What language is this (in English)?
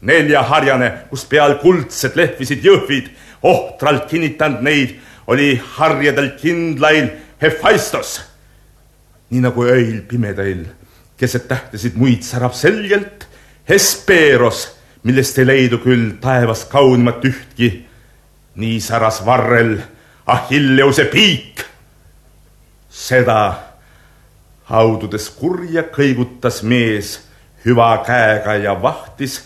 Estonian